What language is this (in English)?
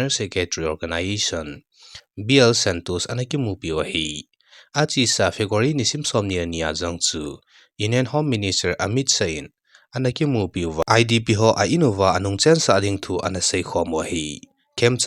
Thado Chin